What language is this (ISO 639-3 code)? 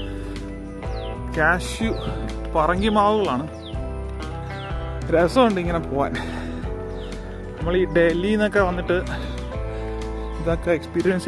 mal